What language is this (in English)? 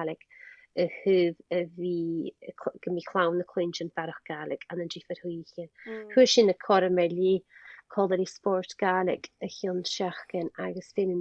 Scottish Gaelic